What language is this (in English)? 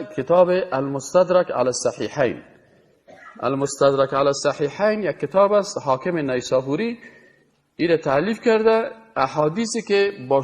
Persian